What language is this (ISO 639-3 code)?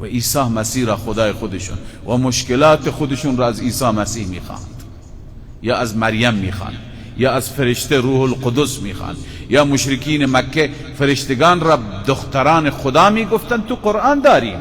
fas